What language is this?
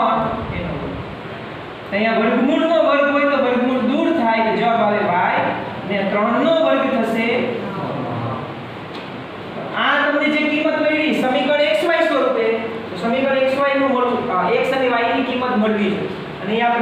Gujarati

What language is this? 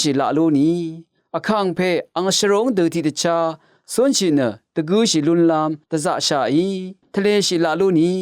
Rawang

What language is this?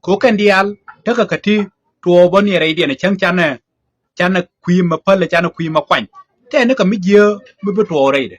Nuer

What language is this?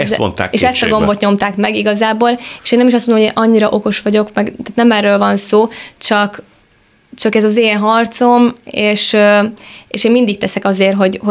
Hungarian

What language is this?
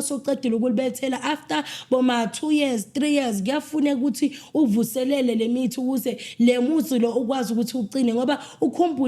Zulu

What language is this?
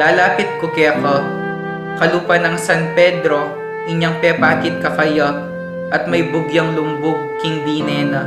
Pampanga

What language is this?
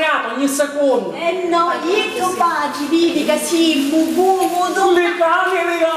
Sicilian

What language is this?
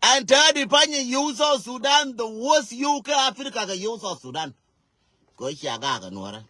Nuer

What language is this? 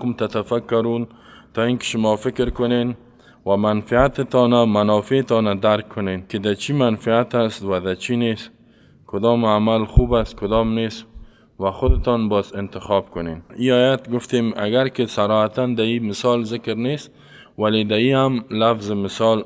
Persian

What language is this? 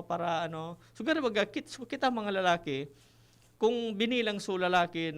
Bikol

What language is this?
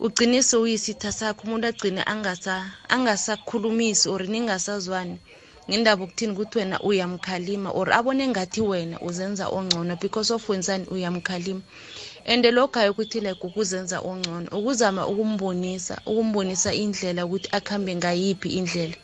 South Ndebele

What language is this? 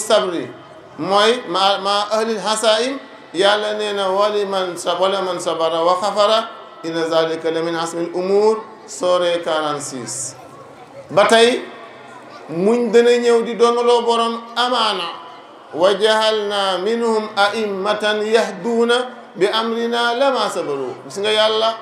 Wolof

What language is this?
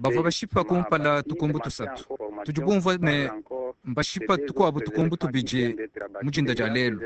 Luba-Lulua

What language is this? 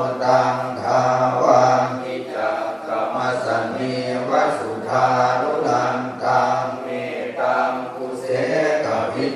Pali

